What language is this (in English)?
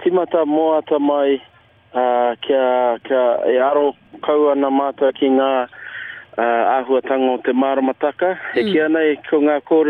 Māori